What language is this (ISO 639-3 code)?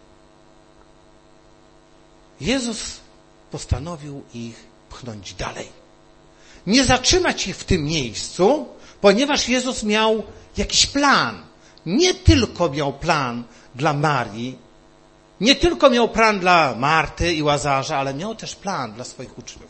pol